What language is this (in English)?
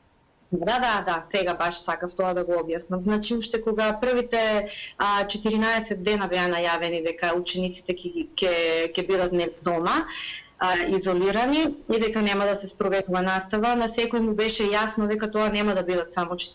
Macedonian